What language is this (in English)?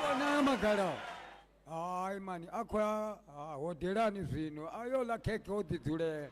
Venda